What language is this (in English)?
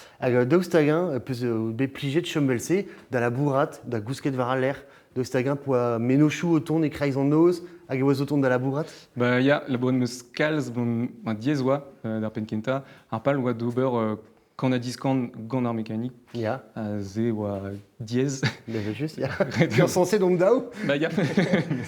Breton